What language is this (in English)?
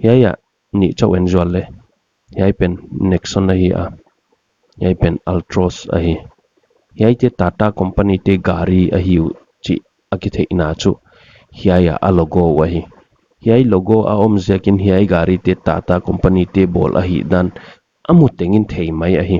Paite Chin